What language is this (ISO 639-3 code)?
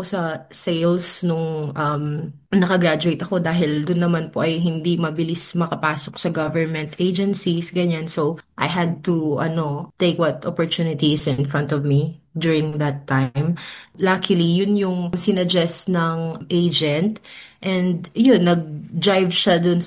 fil